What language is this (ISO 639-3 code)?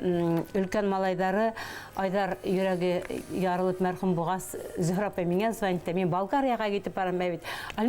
bak